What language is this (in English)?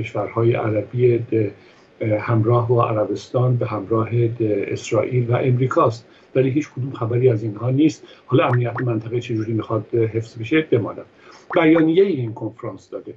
Persian